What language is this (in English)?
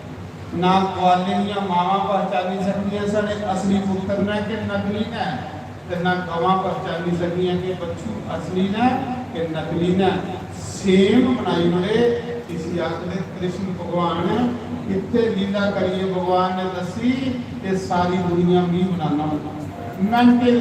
Dogri